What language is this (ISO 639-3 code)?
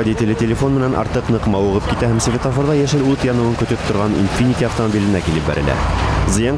bak